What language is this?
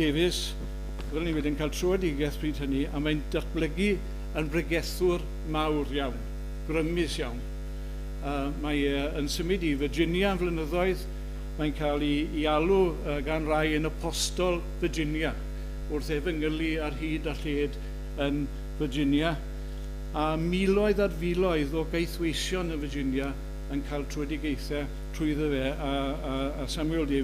Welsh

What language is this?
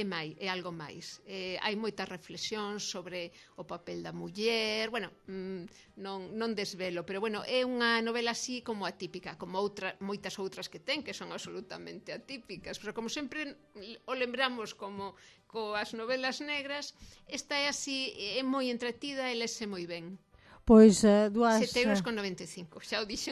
Galician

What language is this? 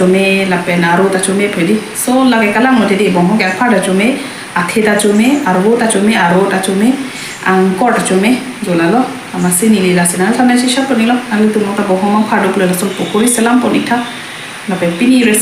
Karbi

